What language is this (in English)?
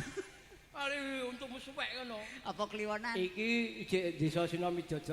Javanese